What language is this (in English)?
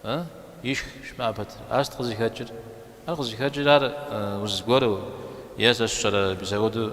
Kabardian